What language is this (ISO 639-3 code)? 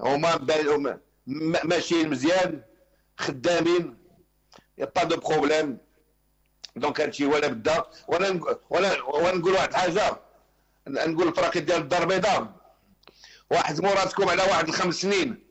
ary